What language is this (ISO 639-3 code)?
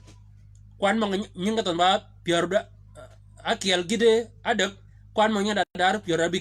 shk